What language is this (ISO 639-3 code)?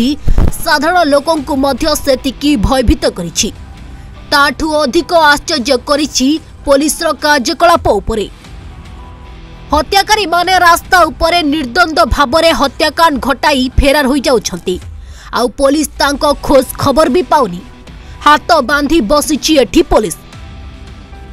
ori